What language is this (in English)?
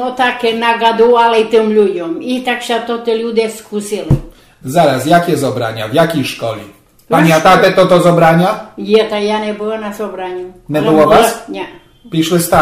Rusyn